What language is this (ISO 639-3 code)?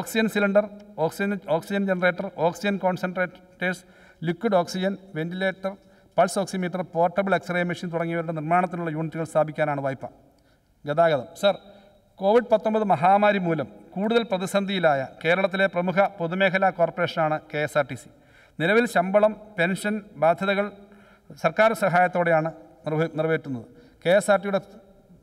mal